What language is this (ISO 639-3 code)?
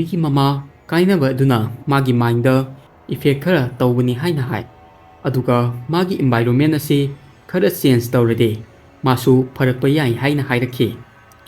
mni